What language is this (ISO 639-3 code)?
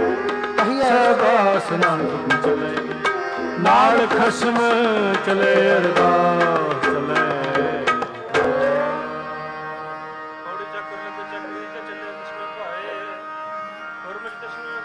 pan